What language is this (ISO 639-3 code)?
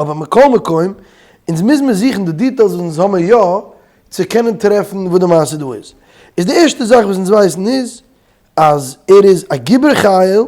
yid